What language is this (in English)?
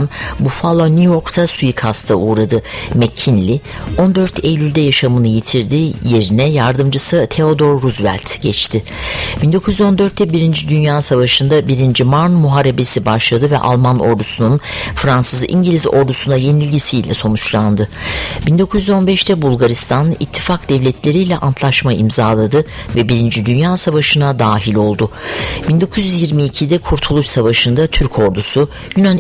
Turkish